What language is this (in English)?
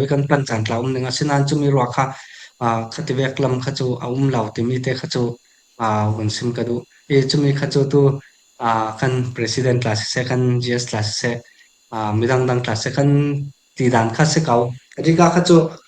Falam Chin